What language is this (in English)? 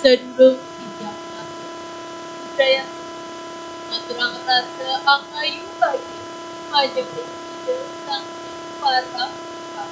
Balinese